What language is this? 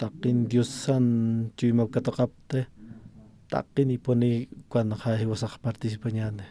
Aymara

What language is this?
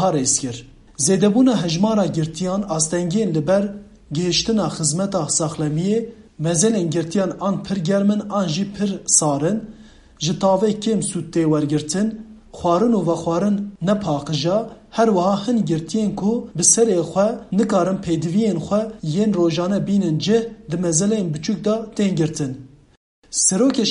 Kurdish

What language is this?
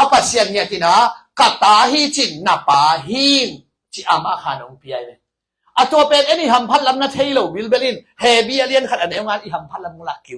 Tedim Chin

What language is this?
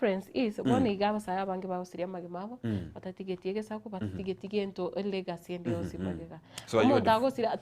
Gusii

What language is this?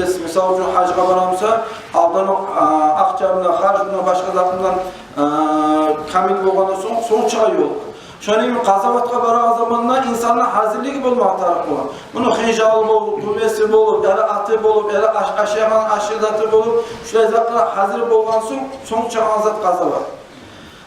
Kumyk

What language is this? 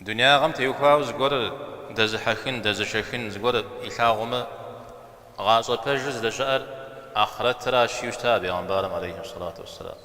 Kabardian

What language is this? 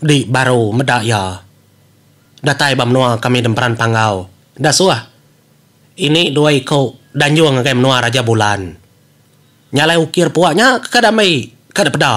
Iban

